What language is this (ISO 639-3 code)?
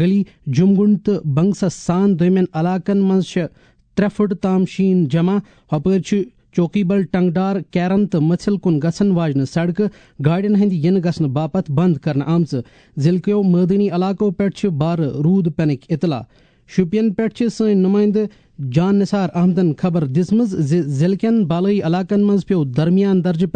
kas